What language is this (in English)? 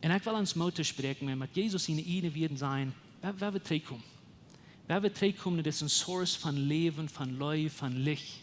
Plautdietsch